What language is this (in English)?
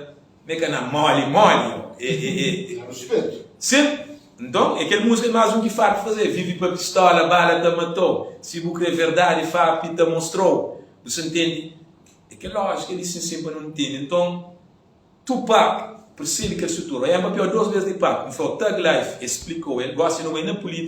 Kabuverdianu